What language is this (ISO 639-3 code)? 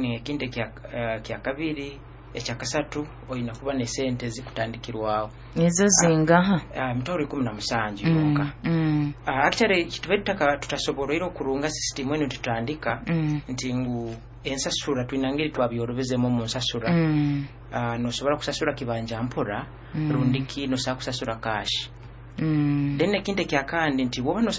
nyo